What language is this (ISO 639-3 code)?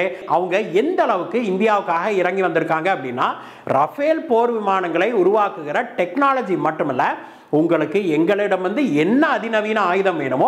tam